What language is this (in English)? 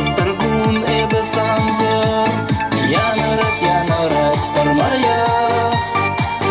Chuvash